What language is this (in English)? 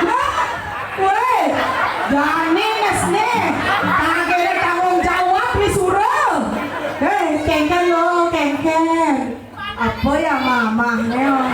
Balinese